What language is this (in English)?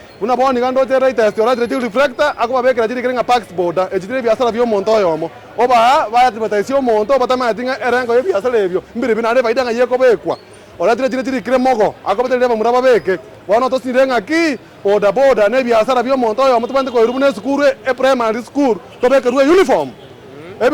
Gusii